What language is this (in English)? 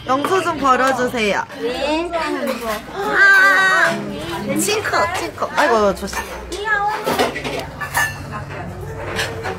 Korean